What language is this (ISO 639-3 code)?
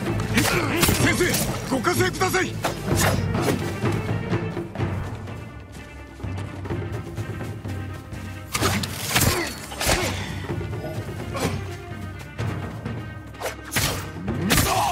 jpn